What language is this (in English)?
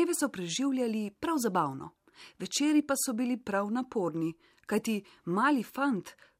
Slovenian